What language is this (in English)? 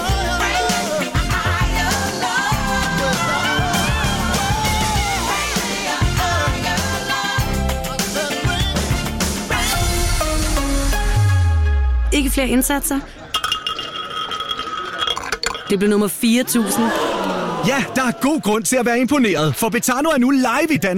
Danish